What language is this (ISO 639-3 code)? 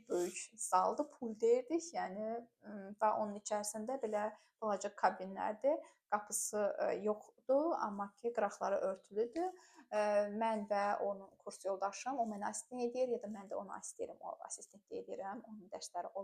aze